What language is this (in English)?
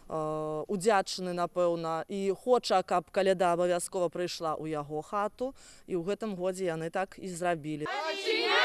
Belarusian